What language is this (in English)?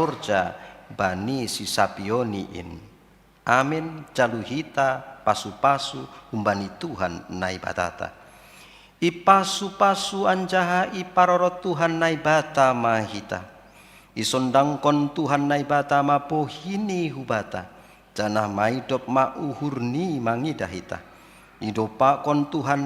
Batak Simalungun